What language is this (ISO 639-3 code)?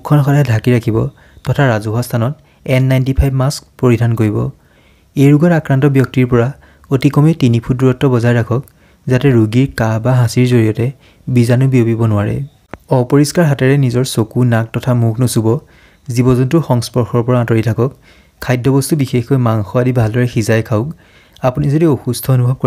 asm